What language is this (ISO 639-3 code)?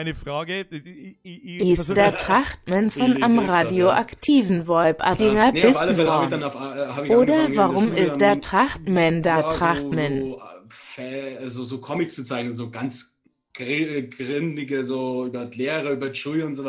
bar